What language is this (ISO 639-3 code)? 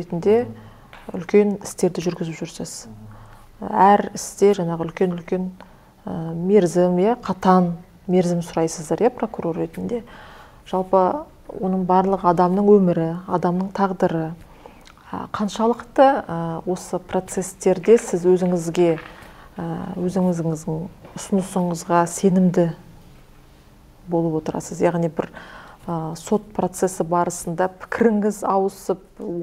kaz